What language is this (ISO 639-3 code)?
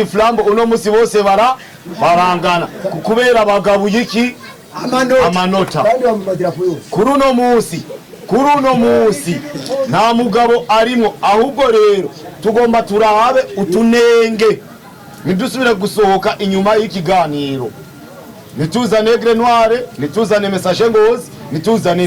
run